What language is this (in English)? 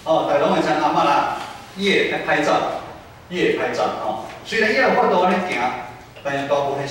Min Nan Chinese